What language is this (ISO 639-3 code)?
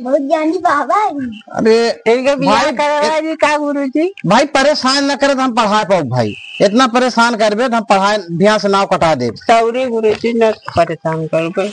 awa